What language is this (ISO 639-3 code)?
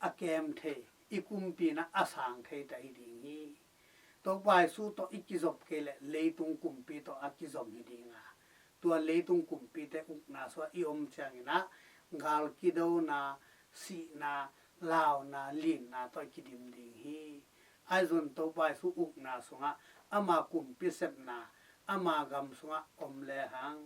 ctd